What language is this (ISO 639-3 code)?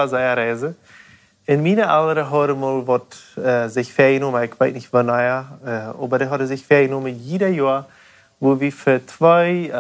pdt